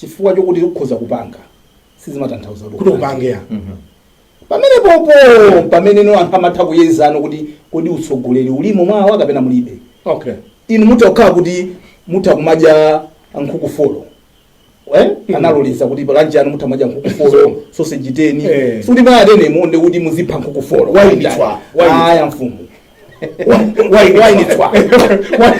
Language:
Nyanja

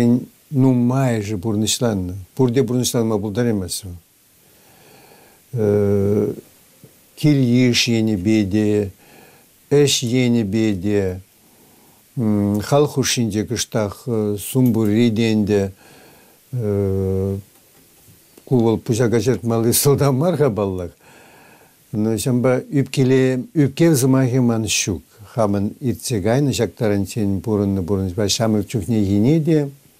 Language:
Chuvash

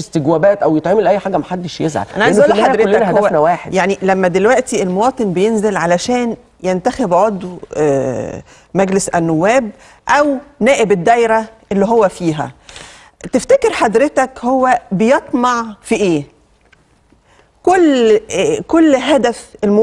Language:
Egyptian Arabic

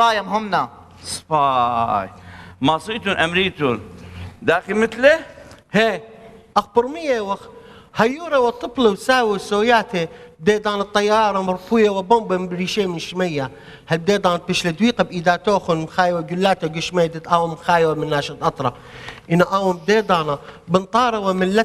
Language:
Assyrian Neo-Aramaic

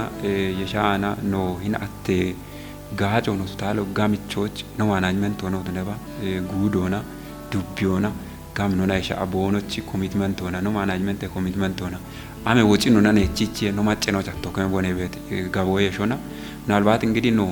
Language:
Kafa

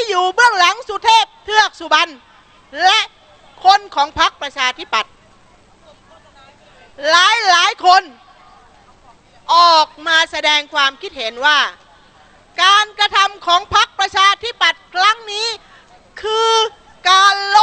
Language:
Thai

